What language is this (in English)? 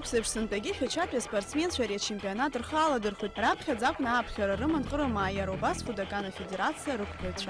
Abkhazian